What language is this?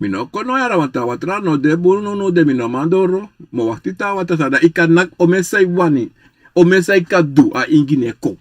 Sranan Tongo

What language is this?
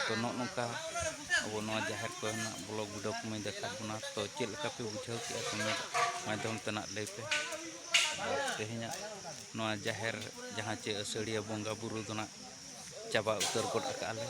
Santali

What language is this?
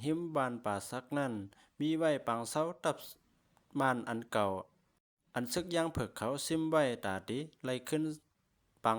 Shan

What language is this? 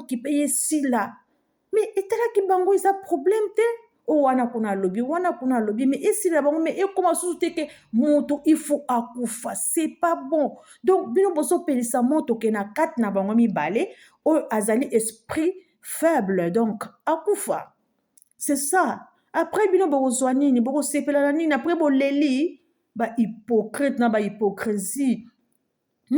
Lingala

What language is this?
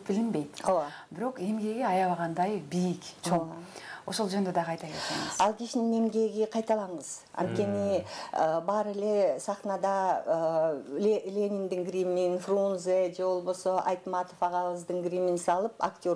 Kyrgyz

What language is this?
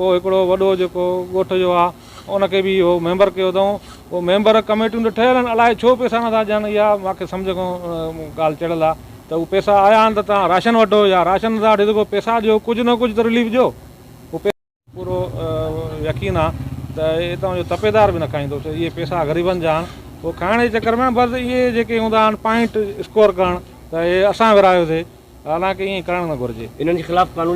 Sindhi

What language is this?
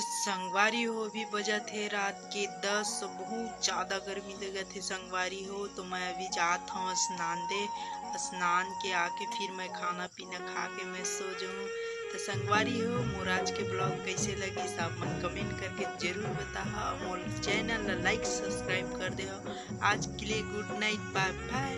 Chhattisgarhi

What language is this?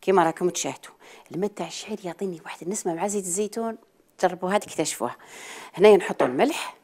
Algerian Arabic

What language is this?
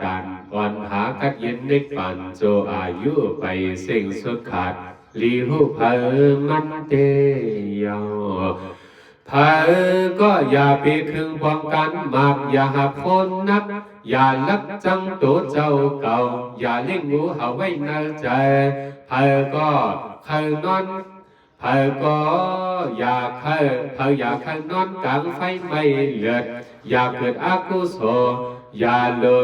Shan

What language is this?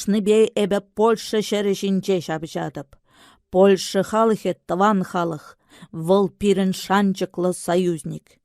Chuvash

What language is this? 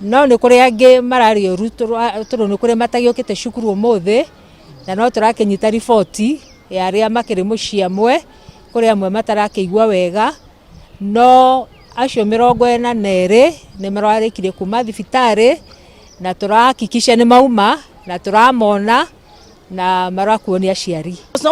Kikuyu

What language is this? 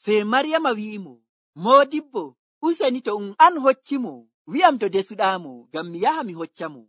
Nigerian Fulfulde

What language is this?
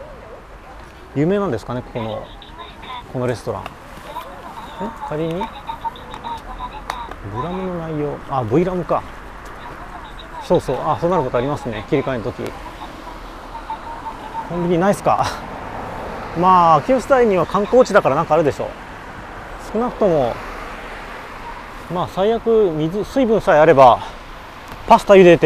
Japanese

